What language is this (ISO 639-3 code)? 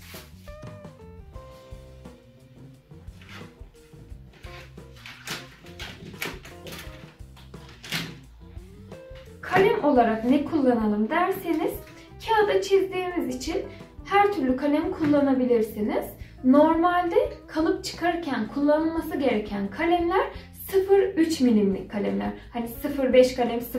tur